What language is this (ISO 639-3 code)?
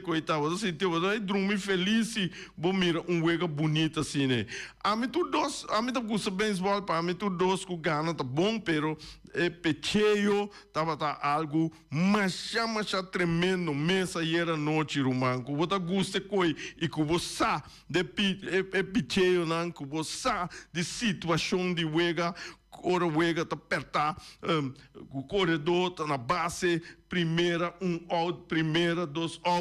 pap